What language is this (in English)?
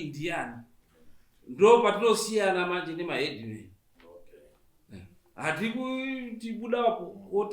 Shona